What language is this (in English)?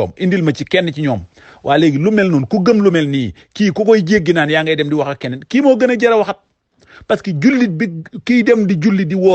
Wolof